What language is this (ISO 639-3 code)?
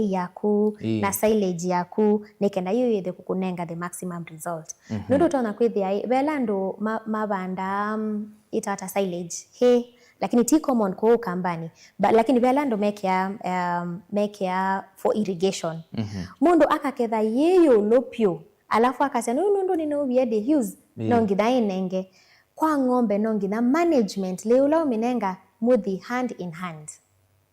kam